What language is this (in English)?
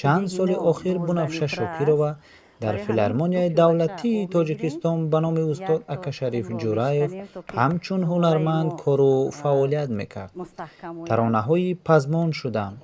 Tajik